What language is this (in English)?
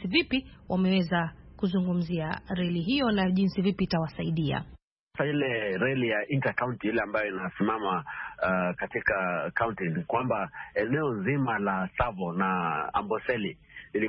Swahili